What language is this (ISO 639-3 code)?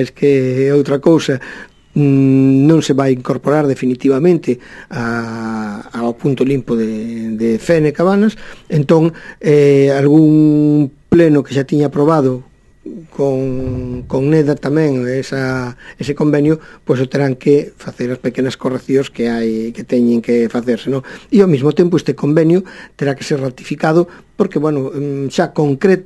glg